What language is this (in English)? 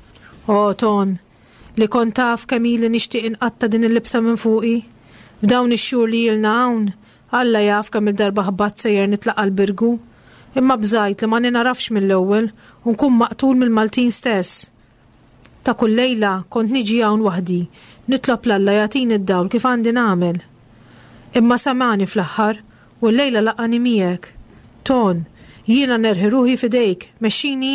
Maltese